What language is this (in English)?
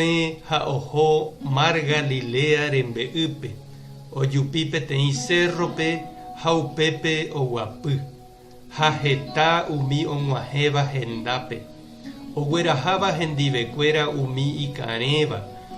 Guarani